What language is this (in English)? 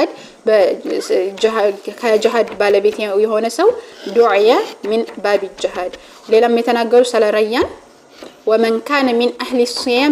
Amharic